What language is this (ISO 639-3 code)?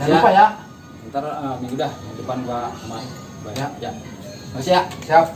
bew